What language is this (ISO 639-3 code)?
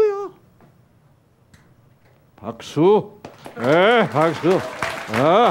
kor